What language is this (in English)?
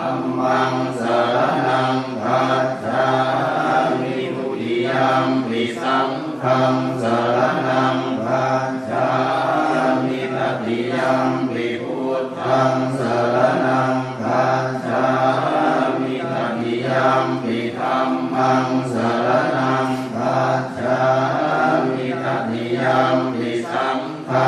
Pali